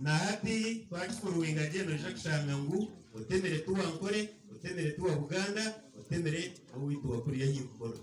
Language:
Nyankole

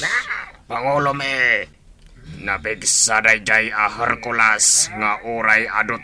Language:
Iloko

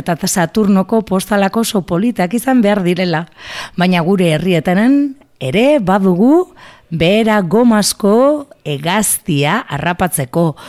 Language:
Basque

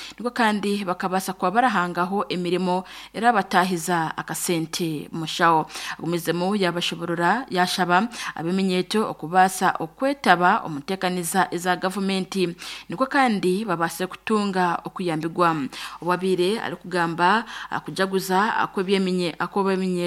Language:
Nyankole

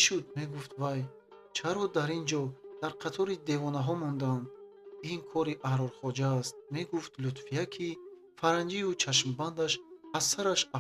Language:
Tajik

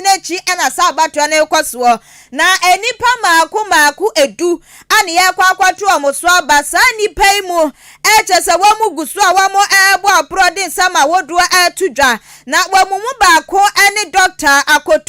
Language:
Akan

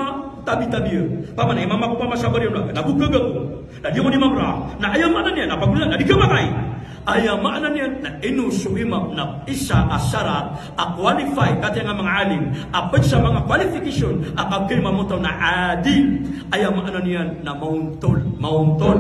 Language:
Maranao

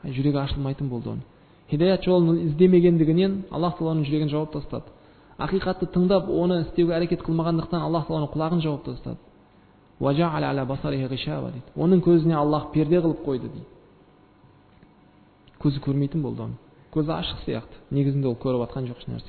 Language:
Kazakh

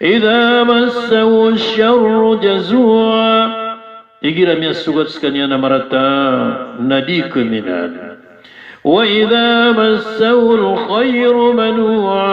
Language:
Maranao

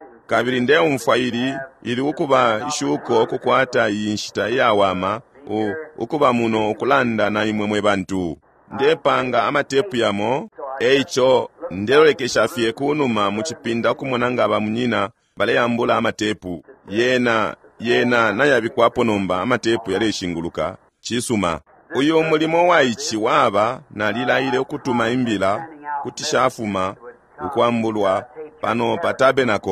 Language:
Bemba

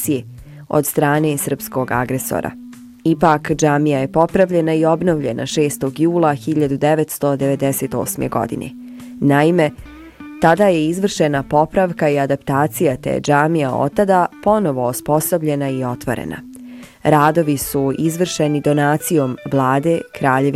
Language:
Bosnian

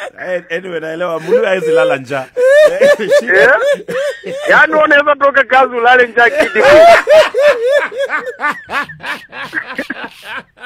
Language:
Swahili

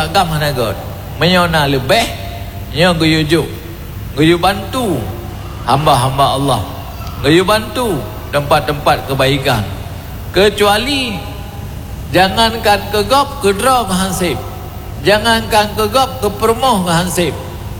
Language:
Achinese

